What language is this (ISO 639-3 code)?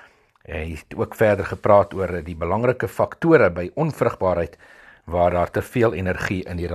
afr